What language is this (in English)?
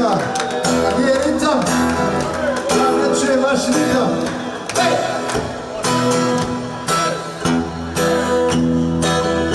Croatian